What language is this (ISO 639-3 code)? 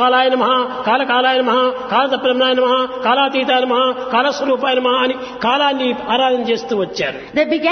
tel